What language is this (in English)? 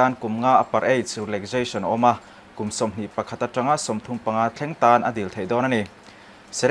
Mizo